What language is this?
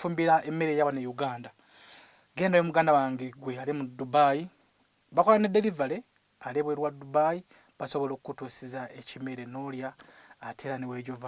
Ganda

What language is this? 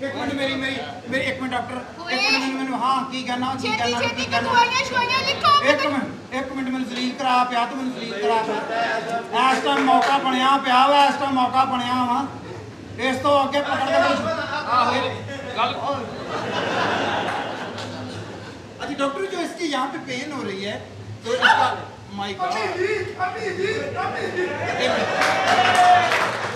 Punjabi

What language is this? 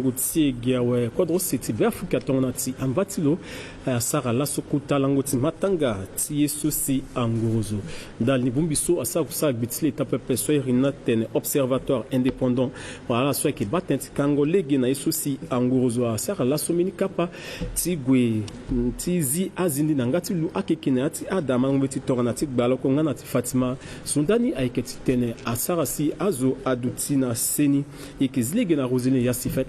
Sango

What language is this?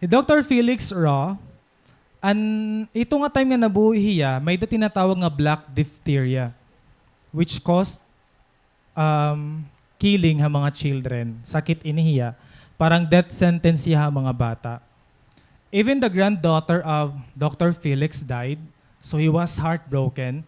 Waray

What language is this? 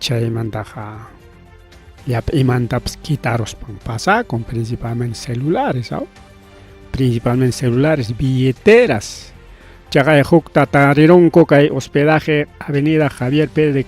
Ayacucho Quechua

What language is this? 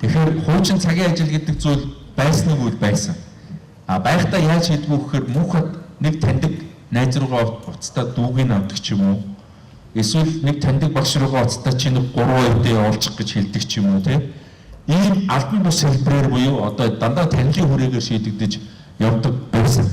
Mongolian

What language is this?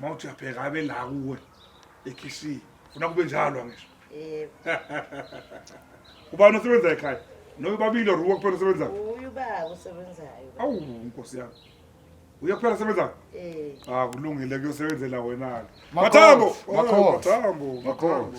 Zulu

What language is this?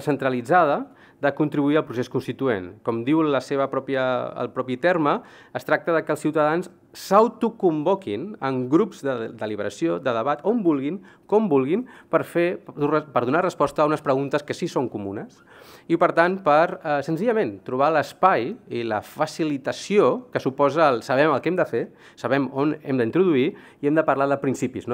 Catalan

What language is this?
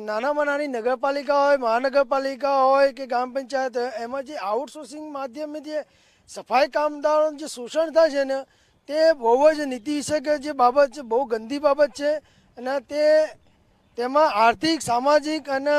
Gujarati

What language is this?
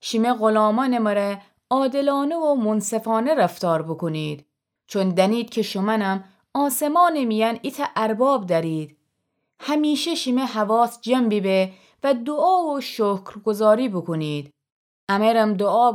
Gilaki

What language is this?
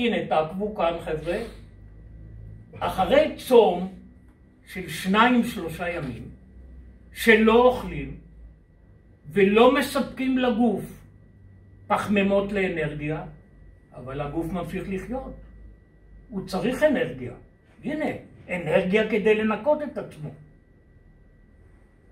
Hebrew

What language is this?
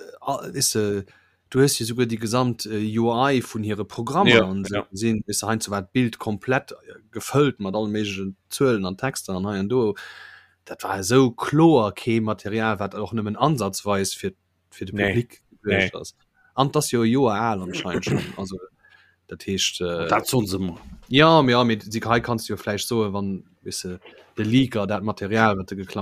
Luxembourgish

